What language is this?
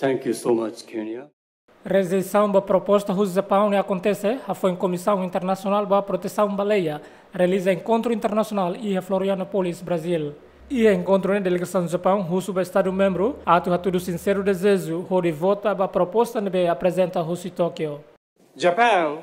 Tetum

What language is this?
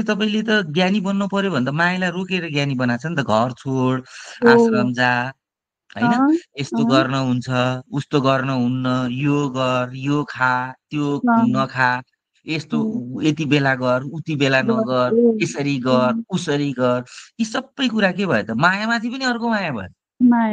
Nepali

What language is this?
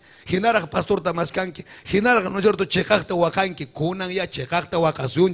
Ayacucho Quechua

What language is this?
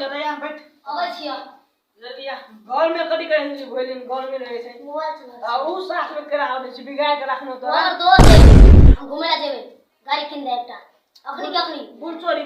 Maithili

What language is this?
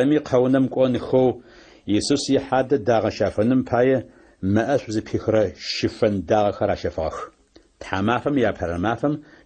Adyghe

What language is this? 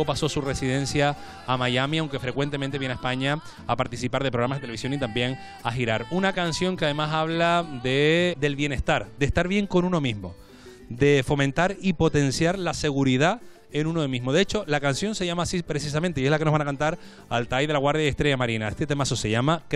Spanish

